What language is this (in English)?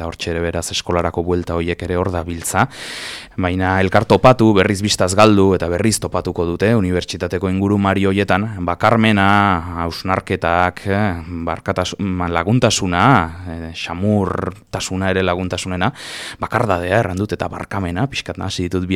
Basque